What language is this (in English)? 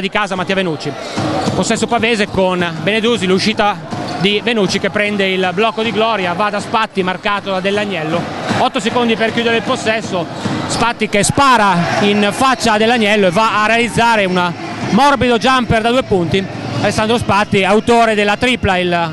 Italian